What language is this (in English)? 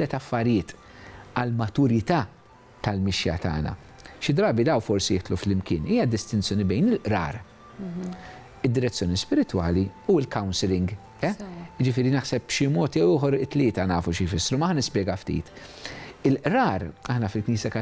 Maltese